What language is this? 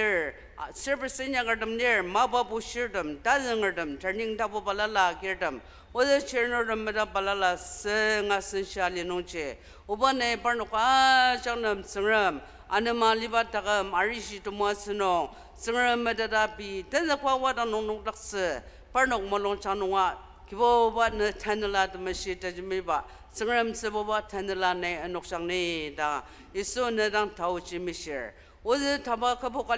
Ao Naga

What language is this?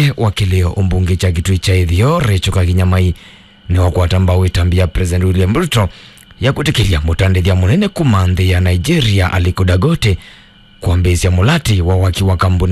Kamba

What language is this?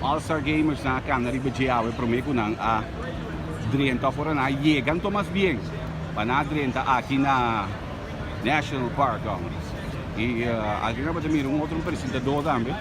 Papiamento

